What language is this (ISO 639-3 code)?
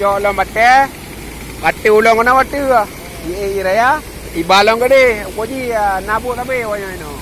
ace